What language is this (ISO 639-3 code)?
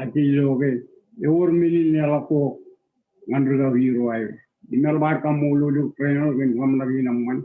mah